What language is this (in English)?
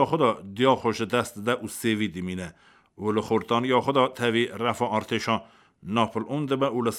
Kurdish